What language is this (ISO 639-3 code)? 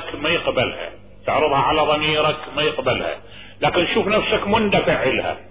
acm